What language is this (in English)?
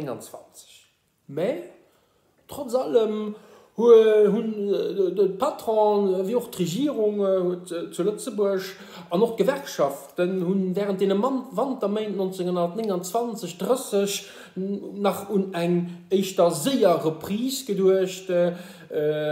Luxembourgish